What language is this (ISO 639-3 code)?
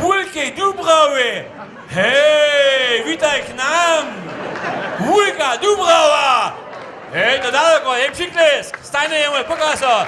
hsb